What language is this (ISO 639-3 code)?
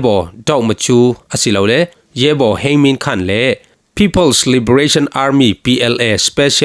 cfm